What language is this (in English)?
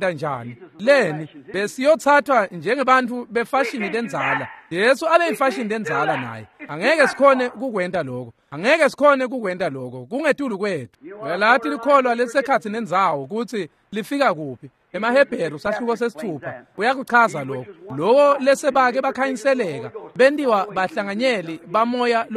Swati